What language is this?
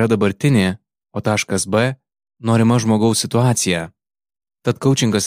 Lithuanian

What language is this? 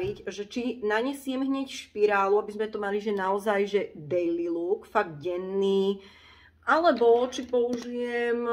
Slovak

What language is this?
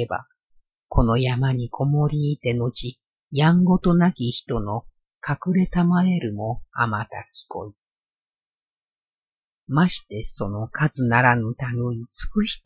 Japanese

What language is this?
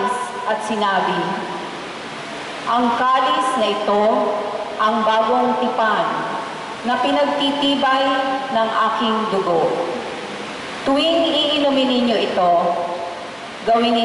Filipino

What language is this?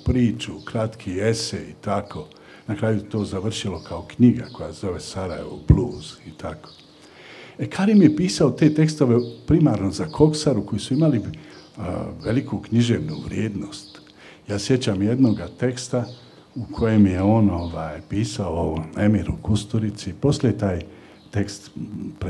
Bosnian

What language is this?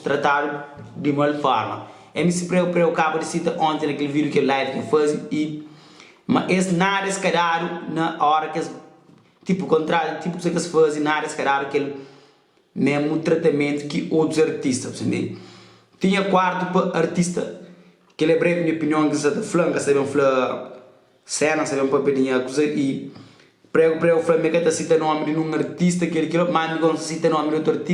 Kabuverdianu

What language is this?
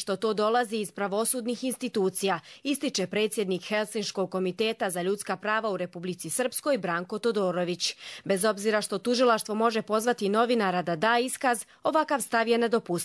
Croatian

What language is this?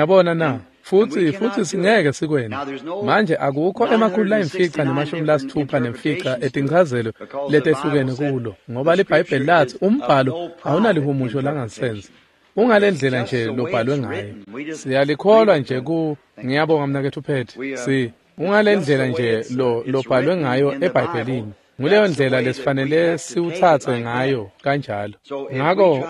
Swati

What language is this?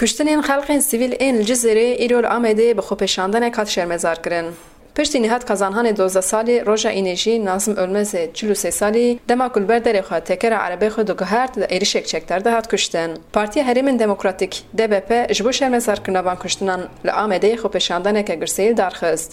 Kurdish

